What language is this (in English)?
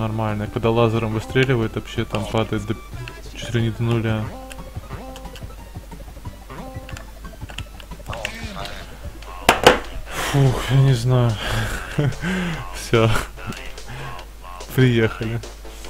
Russian